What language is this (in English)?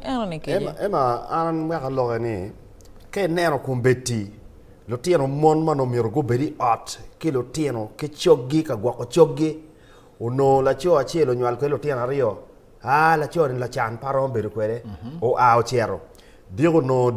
Acoli